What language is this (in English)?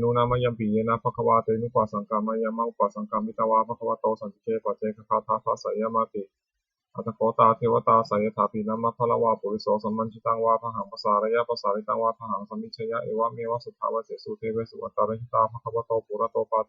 Pali